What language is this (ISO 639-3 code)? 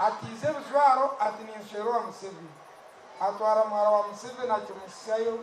nyn